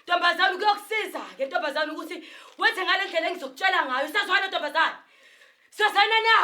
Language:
Zulu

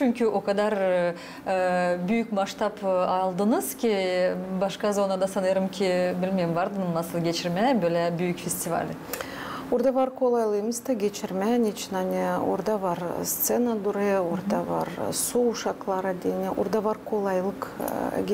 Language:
Gagauz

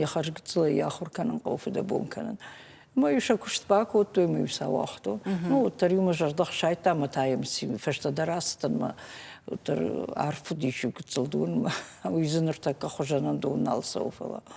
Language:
Ossetic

